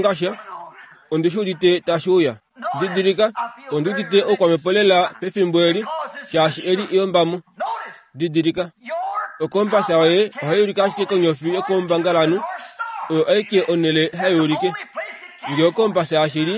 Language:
Kuanyama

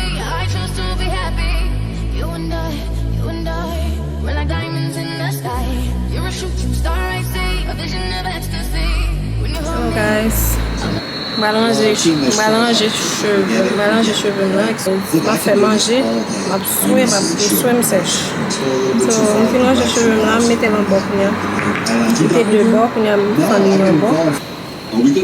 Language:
Haitian Creole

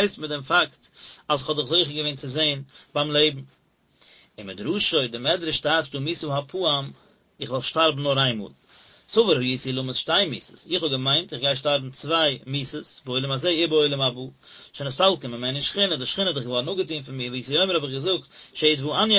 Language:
Yiddish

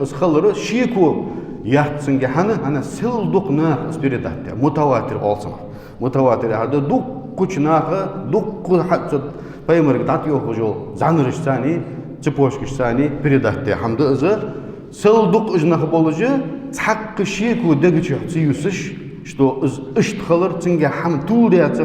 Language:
Ingush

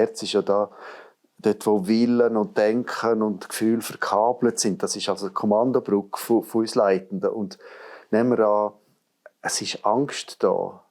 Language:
Swiss German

